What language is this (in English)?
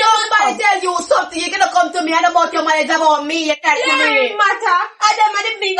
Jamaican Creole English